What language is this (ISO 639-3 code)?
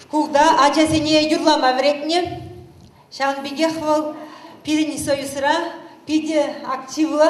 chv